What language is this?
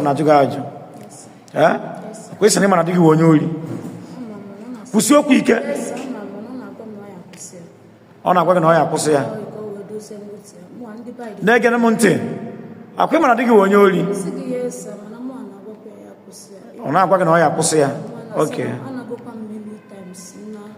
Igbo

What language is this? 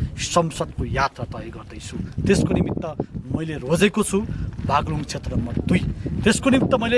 Nepali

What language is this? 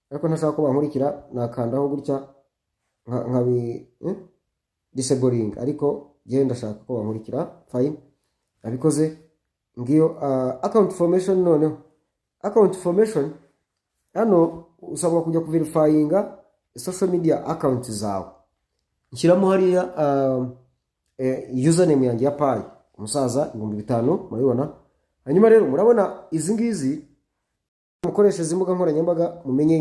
Kinyarwanda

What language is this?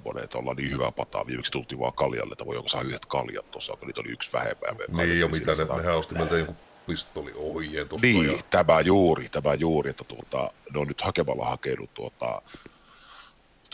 Finnish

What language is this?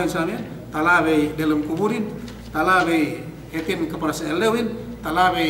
Yakan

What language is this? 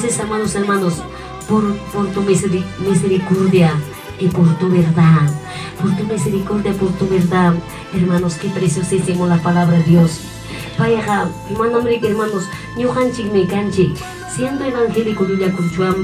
Ayacucho Quechua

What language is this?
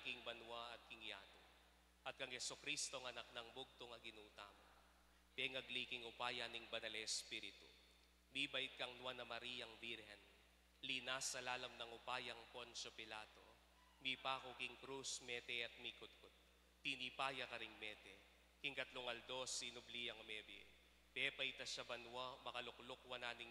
Pampanga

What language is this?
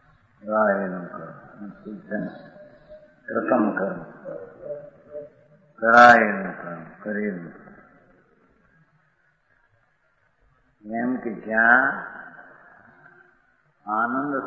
Gujarati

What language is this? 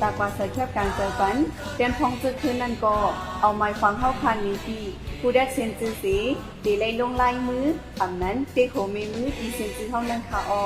Shan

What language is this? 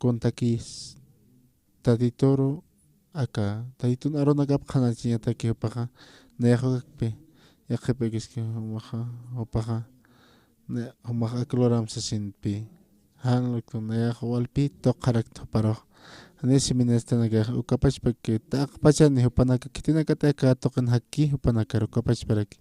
Aymara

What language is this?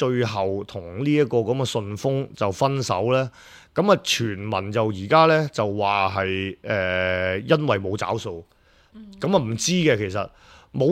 Cantonese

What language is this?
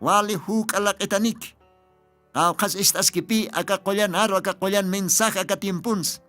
Aymara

